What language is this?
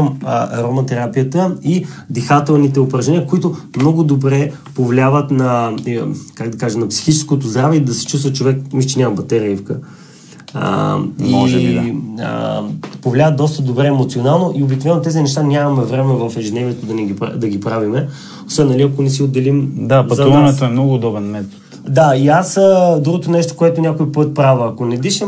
Bulgarian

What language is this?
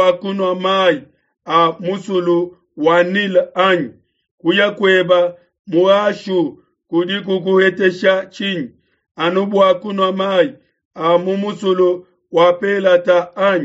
Luba-Lulua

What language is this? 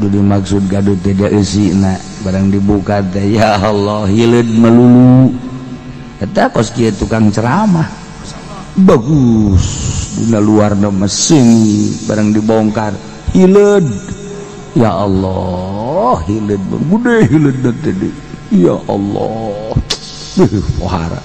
Sundanese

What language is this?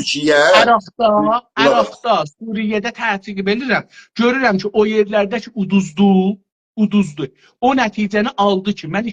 South Azerbaijani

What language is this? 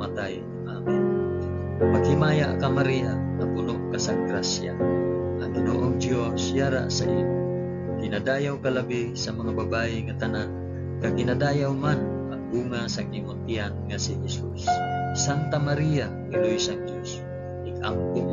Hiligaynon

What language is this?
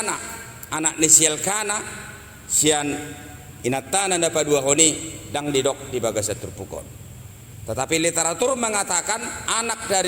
Batak Toba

